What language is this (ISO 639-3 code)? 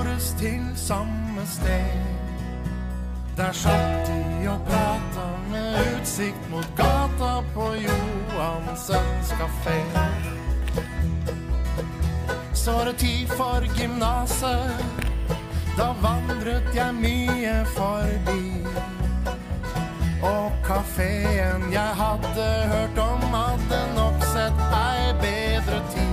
nor